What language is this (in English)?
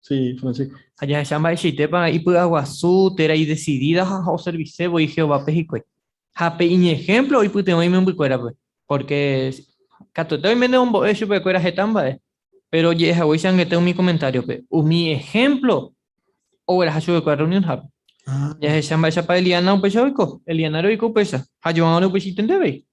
Guarani